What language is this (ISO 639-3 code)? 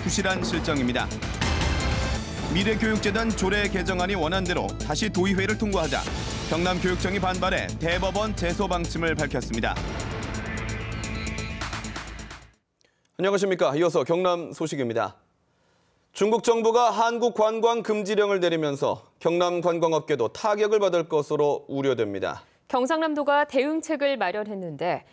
kor